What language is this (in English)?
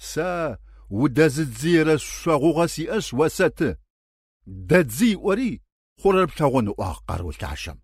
Adyghe